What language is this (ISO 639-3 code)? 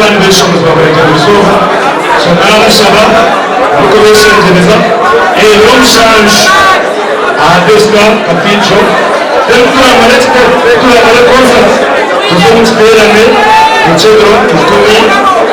nyn